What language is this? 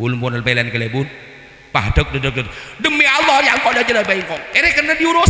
Madurese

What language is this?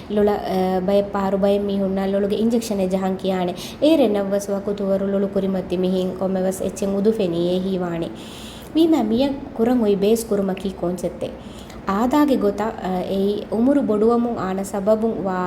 Divehi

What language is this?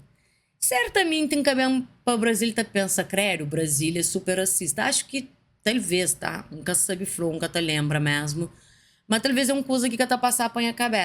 Kabuverdianu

